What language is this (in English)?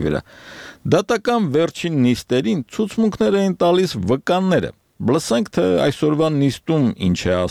Armenian